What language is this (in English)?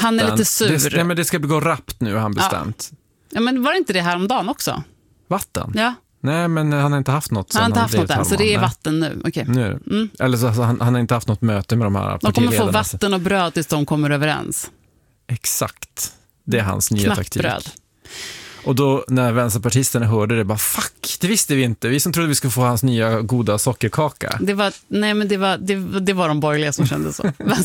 Swedish